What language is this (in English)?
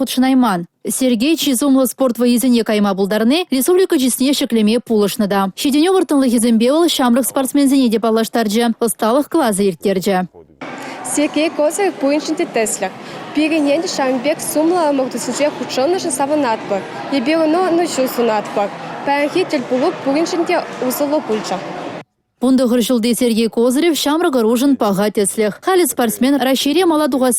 Chuvash